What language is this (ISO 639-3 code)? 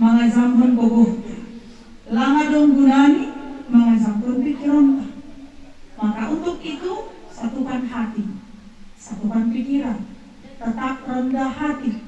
bbc